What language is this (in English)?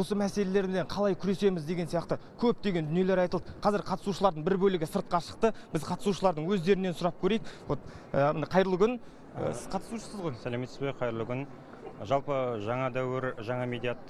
Kazakh